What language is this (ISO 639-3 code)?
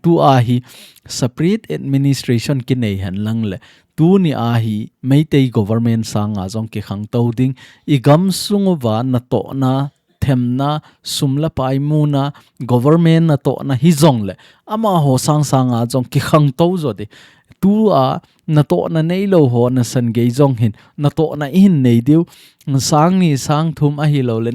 tcz